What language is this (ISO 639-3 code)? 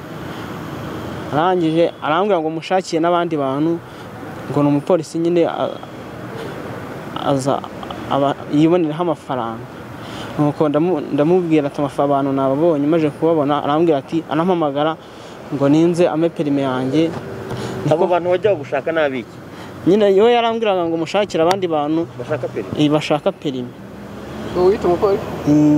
kin